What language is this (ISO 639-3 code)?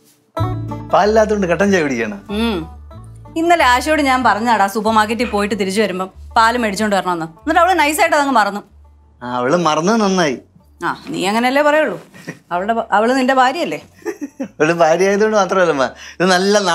mal